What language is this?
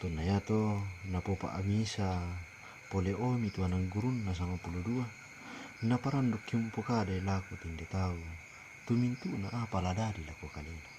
Toraja-Sa'dan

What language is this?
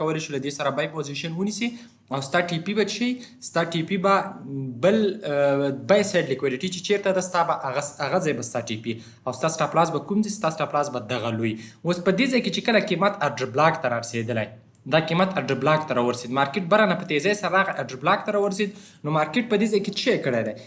Pashto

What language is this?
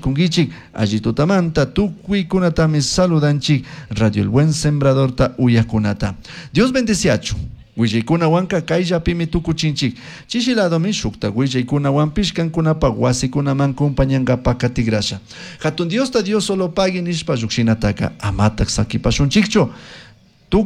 Chimborazo Highland Quichua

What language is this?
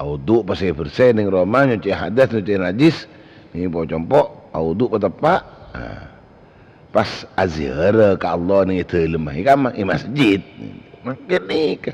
Madurese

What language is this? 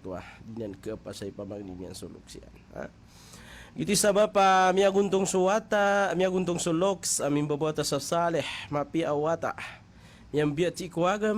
Maranao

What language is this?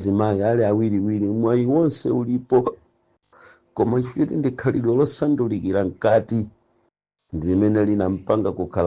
Nyanja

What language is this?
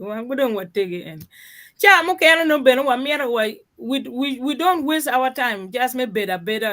Acoli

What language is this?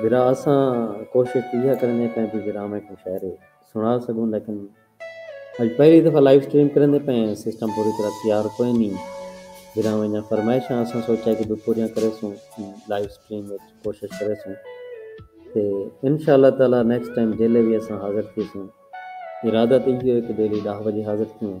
Saraiki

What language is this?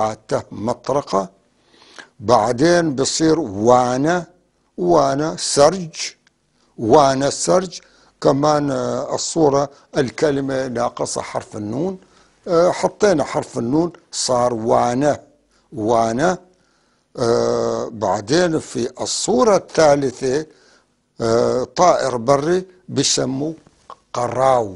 North Levantine Arabic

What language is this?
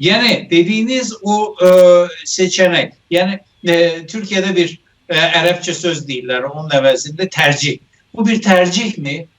South Azerbaijani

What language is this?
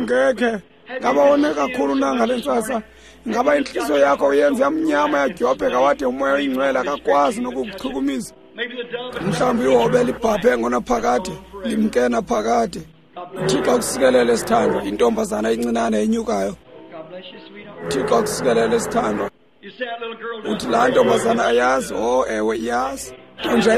Xhosa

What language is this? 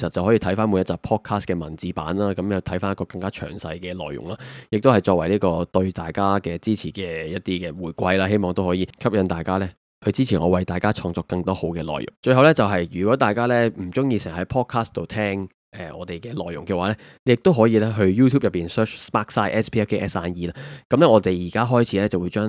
Cantonese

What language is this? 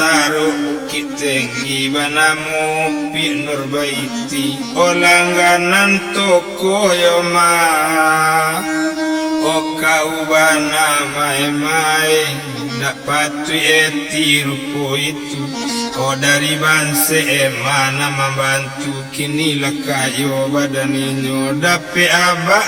Minangkabau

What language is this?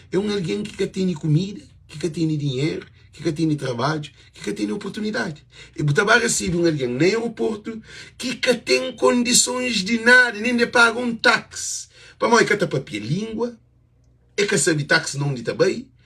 Kabuverdianu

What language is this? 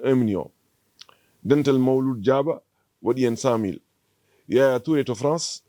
Fula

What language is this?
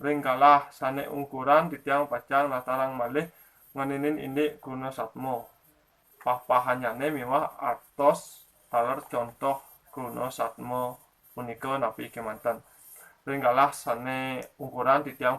Balinese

